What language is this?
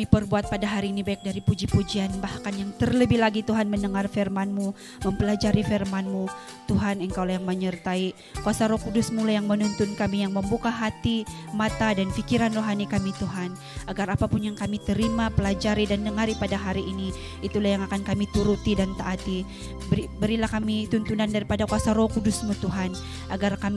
Indonesian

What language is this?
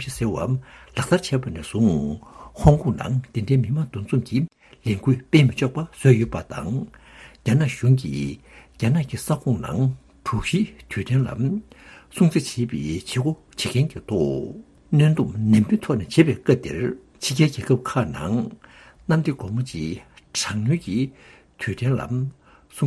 Tibetan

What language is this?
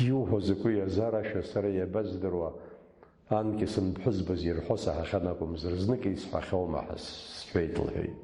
Abkhazian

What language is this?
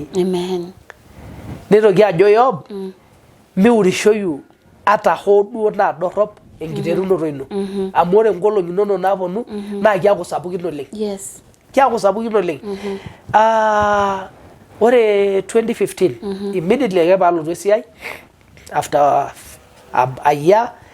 Masai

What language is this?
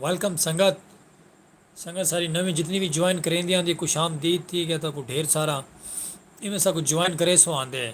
Saraiki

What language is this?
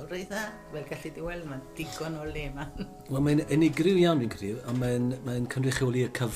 Welsh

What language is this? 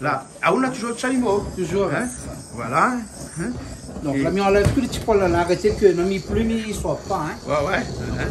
Réunion Creole French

